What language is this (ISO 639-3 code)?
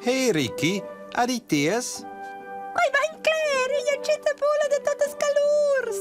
roh